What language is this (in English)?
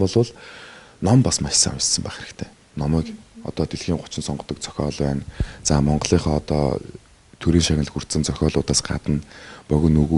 Mongolian